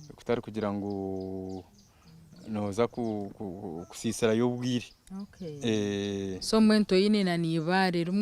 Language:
Nyankole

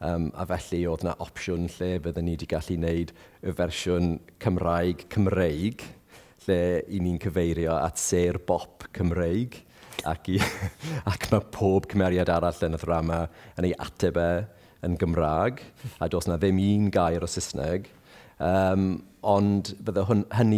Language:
Welsh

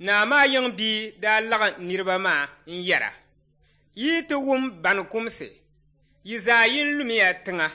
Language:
Dagbani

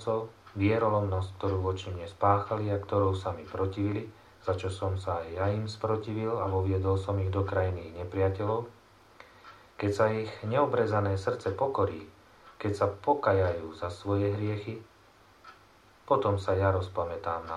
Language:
Slovak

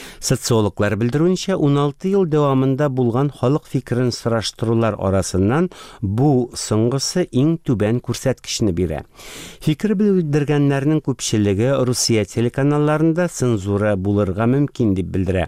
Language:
Tatar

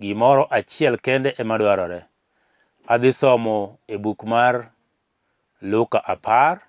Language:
Luo (Kenya and Tanzania)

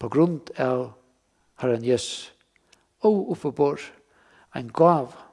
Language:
Faroese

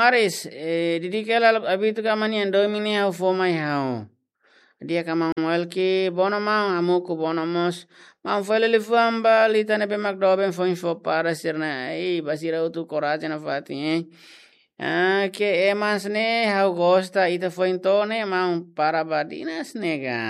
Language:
Tetum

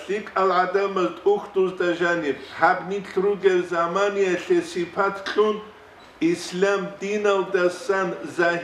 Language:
Avaric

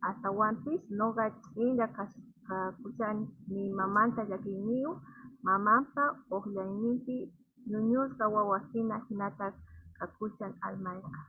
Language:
South Bolivian Quechua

